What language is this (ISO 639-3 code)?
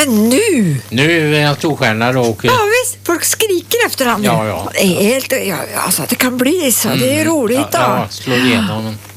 swe